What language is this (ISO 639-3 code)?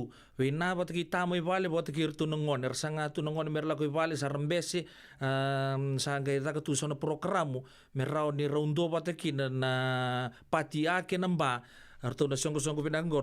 fij